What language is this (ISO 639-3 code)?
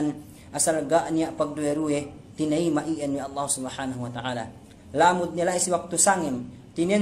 yka